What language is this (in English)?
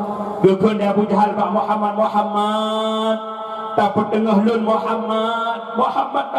Achinese